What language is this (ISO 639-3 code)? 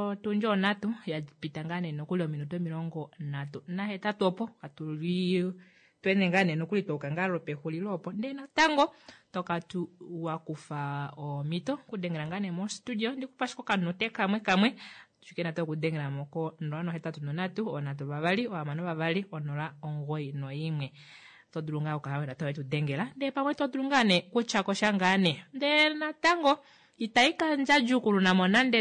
kua